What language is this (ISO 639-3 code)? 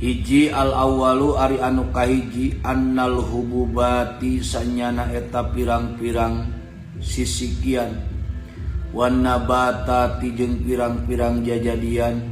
sun